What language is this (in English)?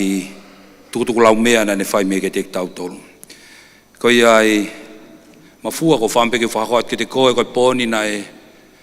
Tongan